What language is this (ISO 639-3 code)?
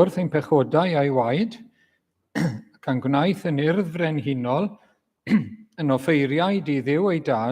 cym